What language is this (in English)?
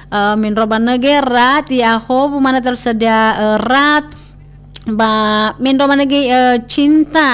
Nias